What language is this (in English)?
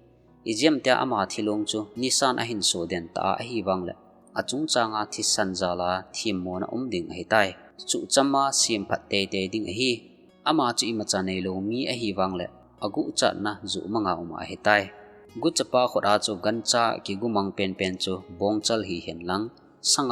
Thado Chin